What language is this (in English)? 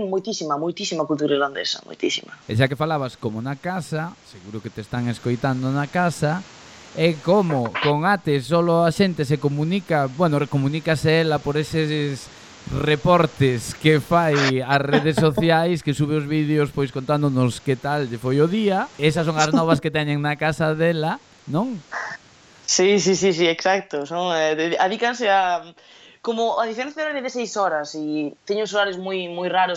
Galician